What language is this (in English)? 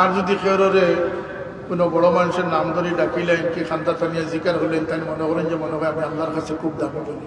Sylheti